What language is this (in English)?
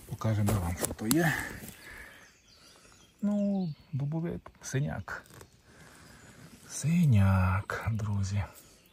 Ukrainian